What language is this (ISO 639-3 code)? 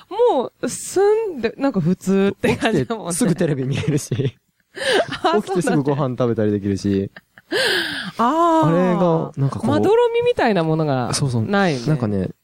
jpn